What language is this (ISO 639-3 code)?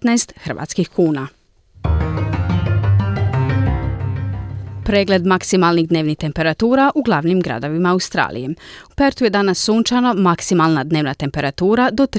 hrv